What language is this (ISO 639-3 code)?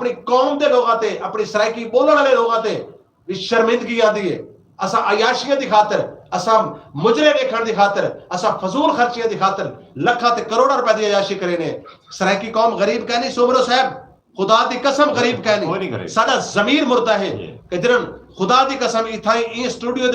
skr